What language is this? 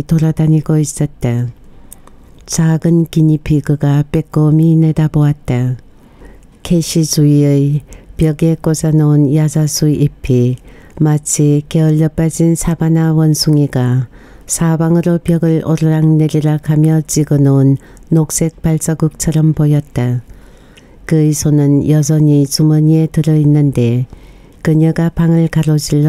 Korean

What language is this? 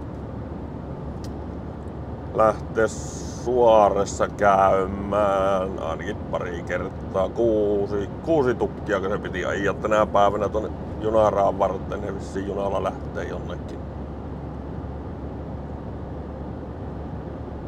Finnish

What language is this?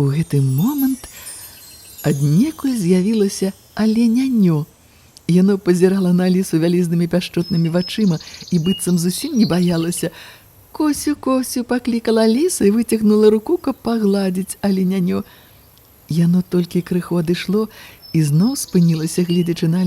Belarusian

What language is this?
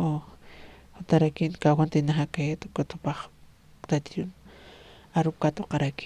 Aymara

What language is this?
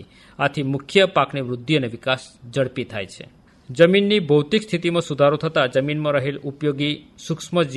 Gujarati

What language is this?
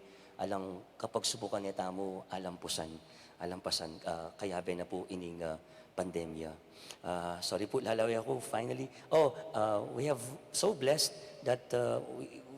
Pampanga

